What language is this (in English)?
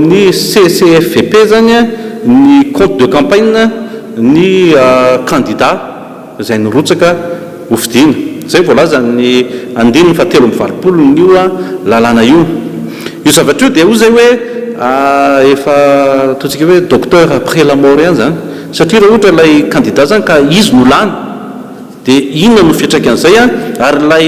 Malagasy